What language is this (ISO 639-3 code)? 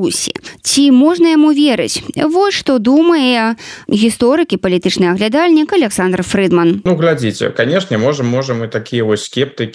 bel